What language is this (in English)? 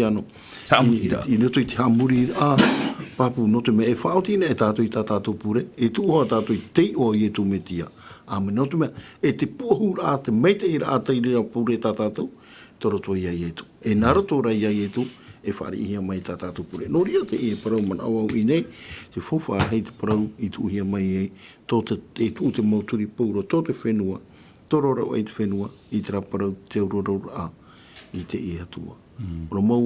Tahitian